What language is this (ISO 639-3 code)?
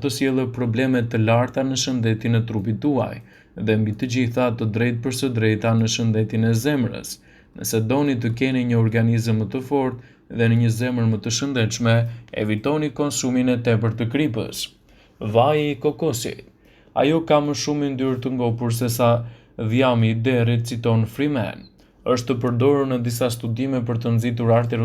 sqi